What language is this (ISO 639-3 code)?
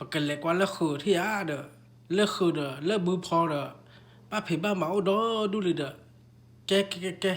ksw